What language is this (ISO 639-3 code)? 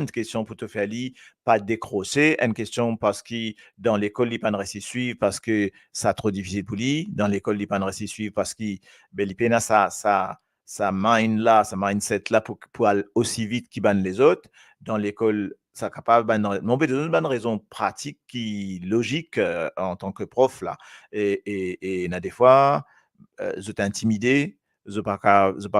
mfe